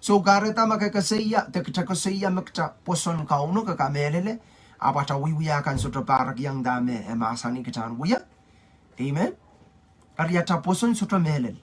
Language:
Pohnpeian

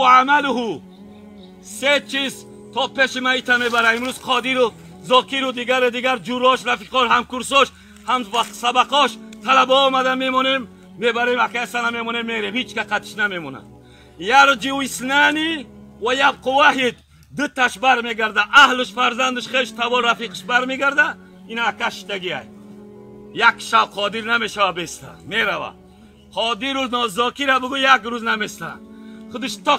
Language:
Tajik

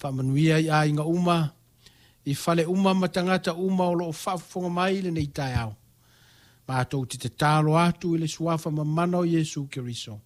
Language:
Samoan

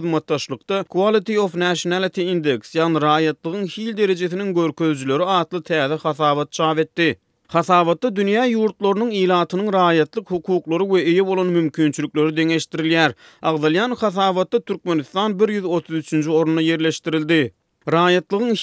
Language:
Turkmen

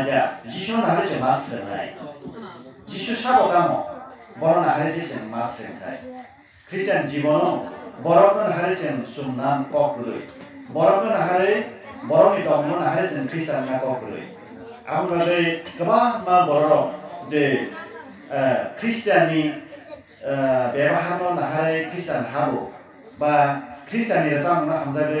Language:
Kok Borok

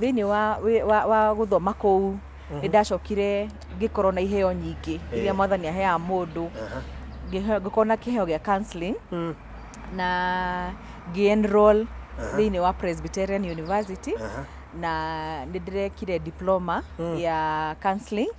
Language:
Kikuyu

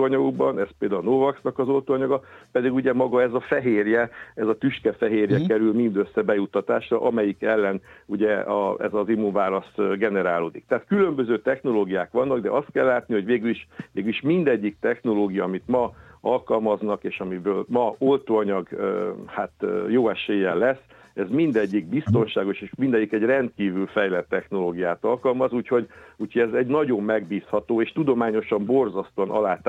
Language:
Hungarian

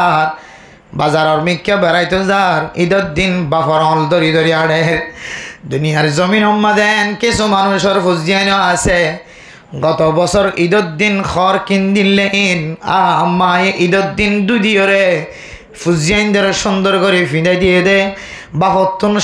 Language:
Rohingya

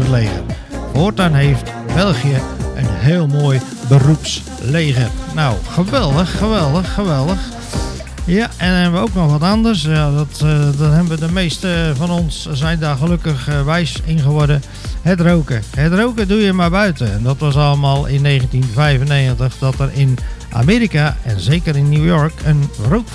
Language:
Dutch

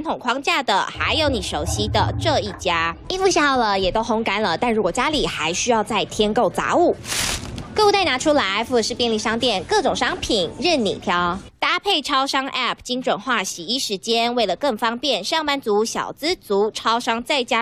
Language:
Chinese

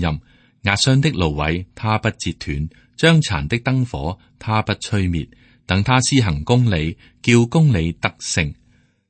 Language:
Cantonese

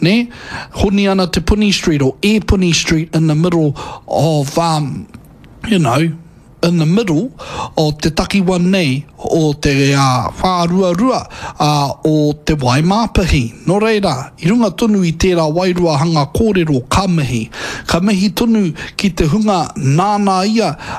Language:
Māori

